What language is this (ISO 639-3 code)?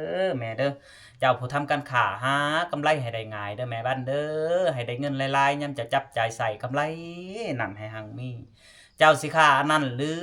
lao